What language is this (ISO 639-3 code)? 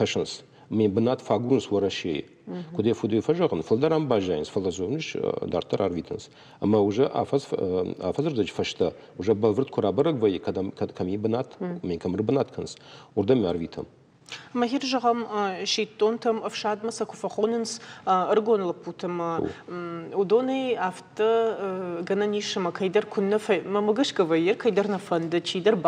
oss